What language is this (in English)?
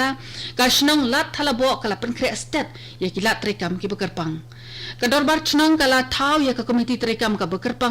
Khasi